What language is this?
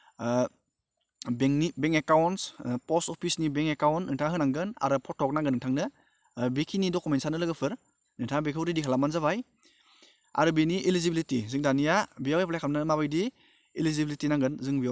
Bodo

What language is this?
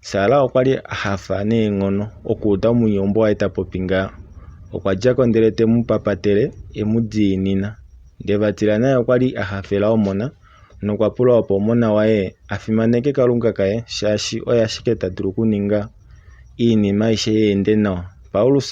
Kuanyama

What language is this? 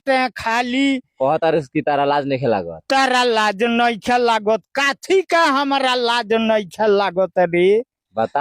Bhojpuri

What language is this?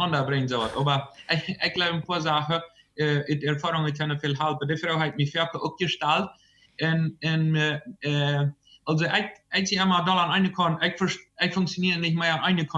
Plautdietsch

